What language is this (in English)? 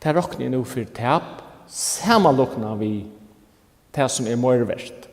Faroese